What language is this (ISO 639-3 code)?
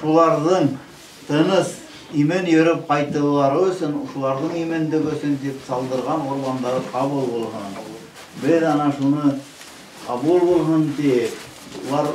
bak